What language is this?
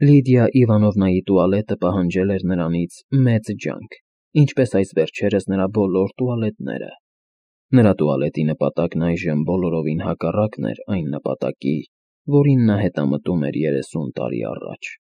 Armenian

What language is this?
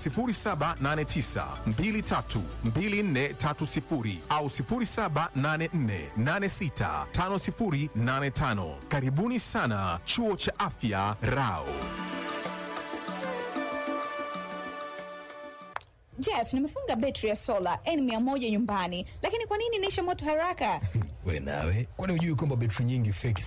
Swahili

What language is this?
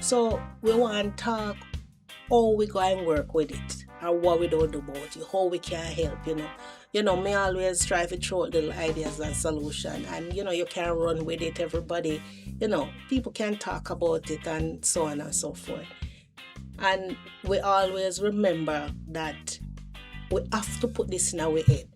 Jamaican Creole English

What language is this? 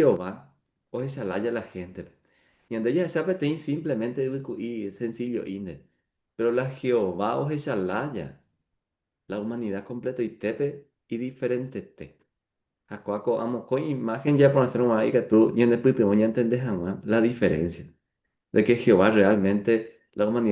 Guarani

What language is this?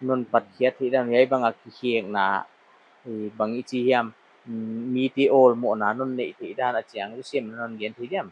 Paite Chin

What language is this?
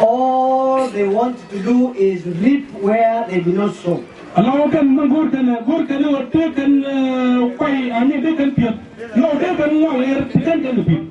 Nuer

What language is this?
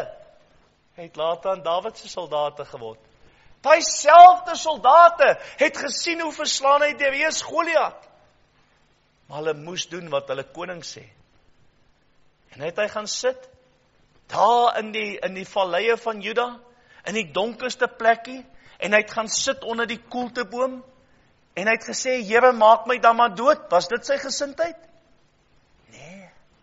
Afrikaans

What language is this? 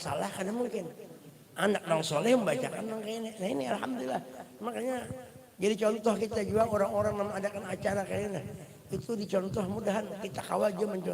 Banjar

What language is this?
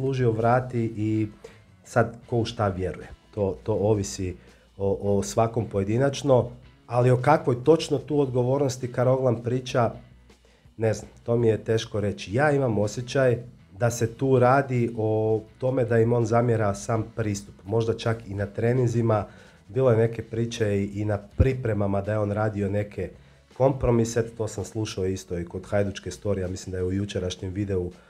Croatian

